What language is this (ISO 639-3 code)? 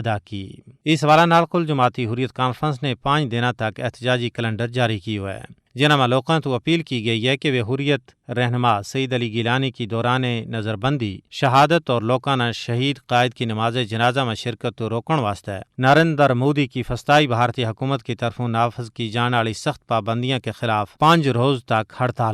gju